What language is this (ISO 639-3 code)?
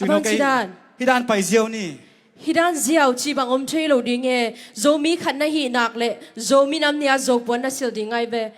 ctd